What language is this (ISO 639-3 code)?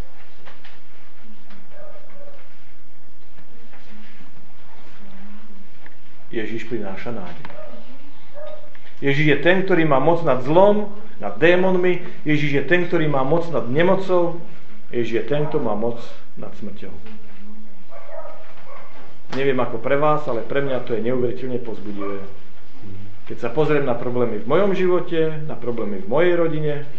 slk